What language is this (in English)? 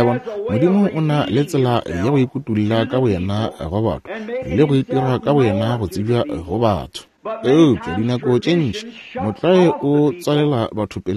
Northern Sotho